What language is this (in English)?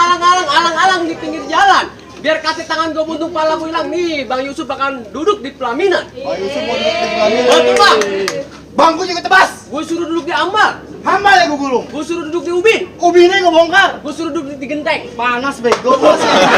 Betawi